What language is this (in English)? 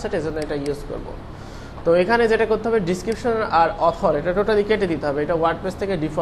Bangla